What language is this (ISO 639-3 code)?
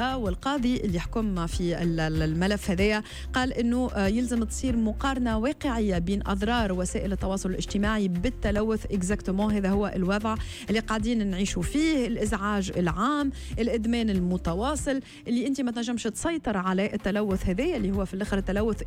aeb